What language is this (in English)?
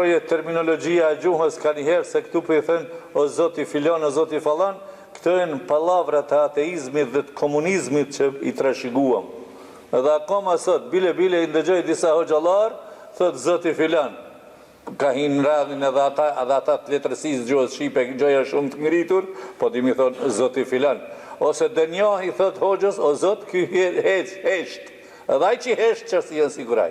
Albanian